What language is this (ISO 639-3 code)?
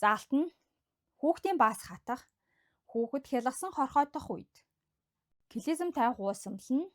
mon